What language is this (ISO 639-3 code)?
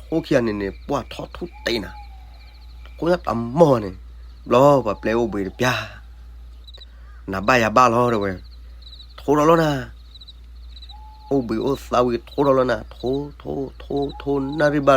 ksw